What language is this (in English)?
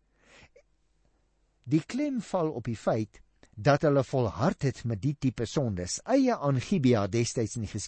Afrikaans